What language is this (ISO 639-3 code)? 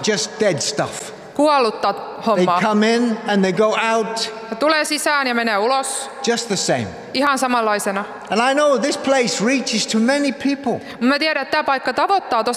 fin